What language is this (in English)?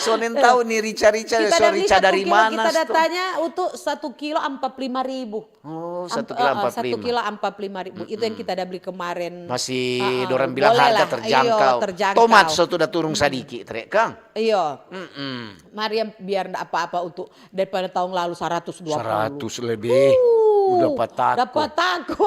Manado Malay